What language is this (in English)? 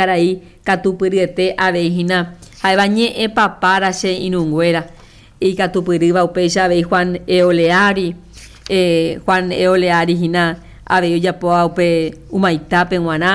Guarani